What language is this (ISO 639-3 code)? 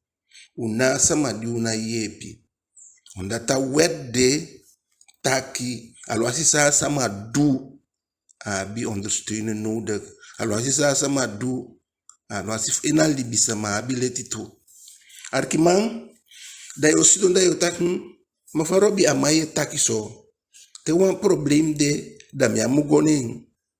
djk